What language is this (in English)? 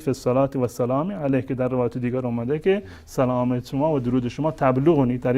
Persian